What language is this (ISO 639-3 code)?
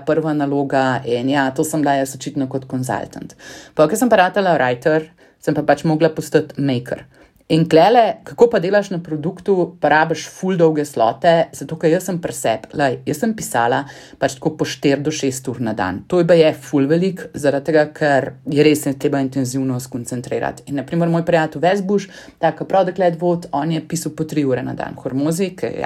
slv